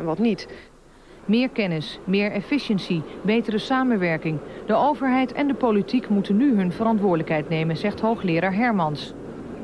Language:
Dutch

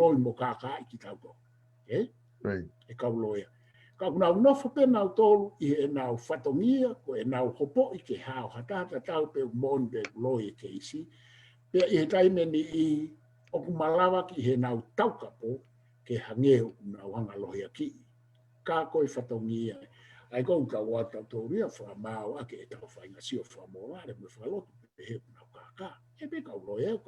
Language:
Tongan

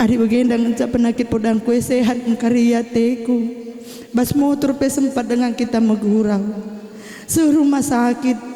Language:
Batak Karo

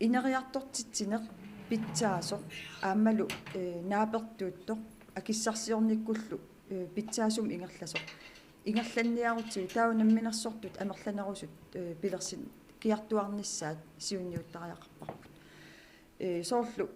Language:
Kalaallisut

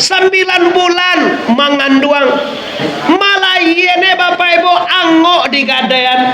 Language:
Minangkabau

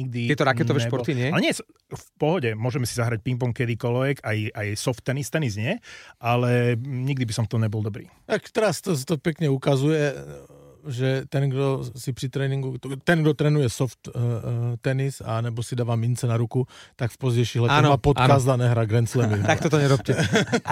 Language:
Slovak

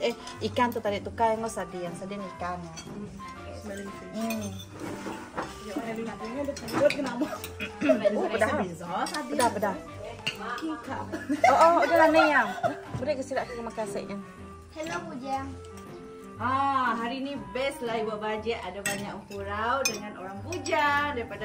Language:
Malay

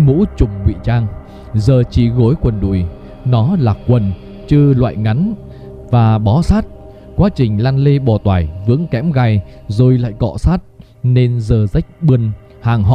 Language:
Vietnamese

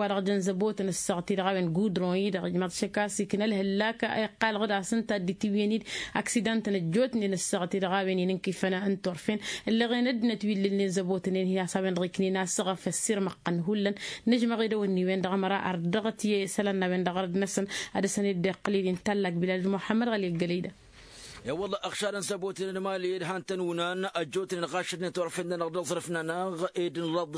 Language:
Tamasheq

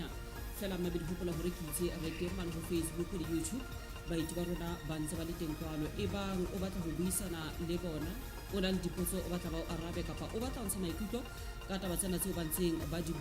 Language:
Southern Sotho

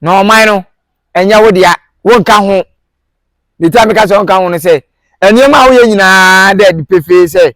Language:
Akan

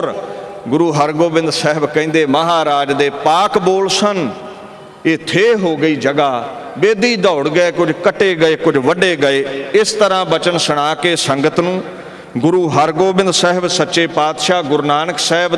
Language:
Punjabi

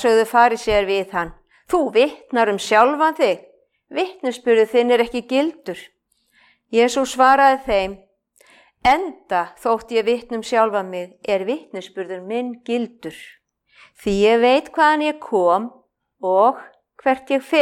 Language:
Icelandic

